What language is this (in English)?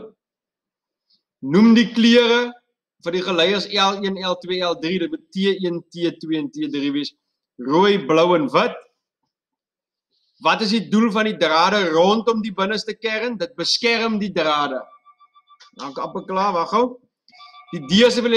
Afrikaans